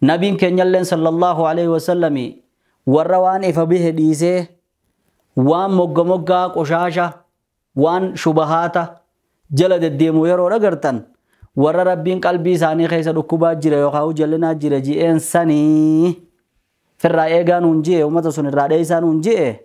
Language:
Oromo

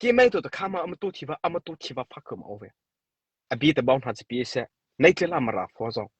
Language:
Mara Chin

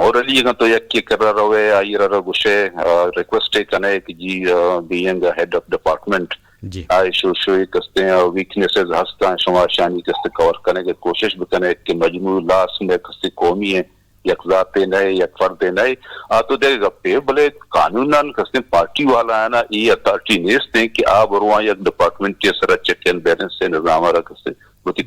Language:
Eastern Balochi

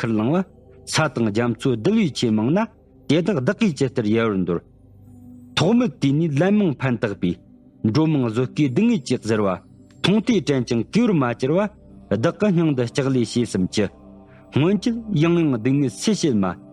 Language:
Tibetan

